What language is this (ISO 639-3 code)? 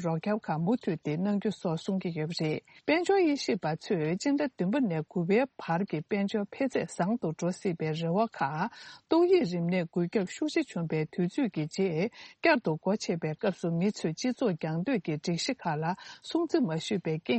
bod